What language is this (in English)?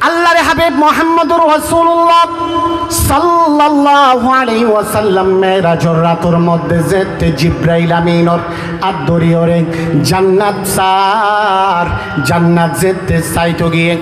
Rohingya